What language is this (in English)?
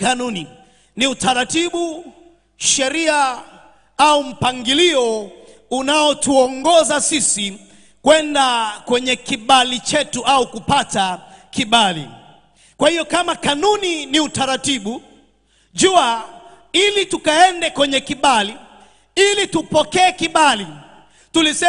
Swahili